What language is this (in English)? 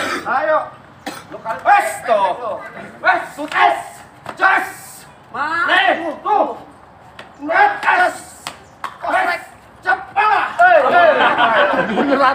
Betawi